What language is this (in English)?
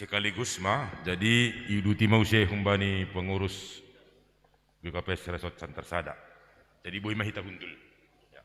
Batak Simalungun